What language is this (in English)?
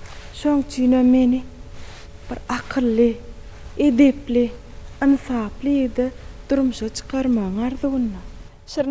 Turkmen